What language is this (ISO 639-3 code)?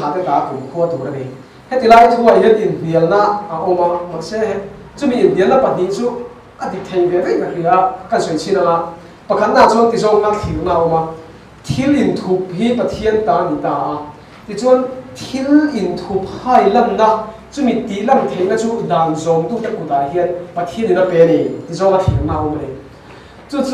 lus